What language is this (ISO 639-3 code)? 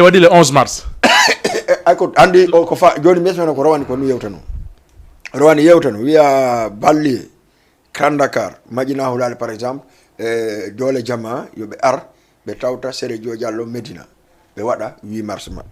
ful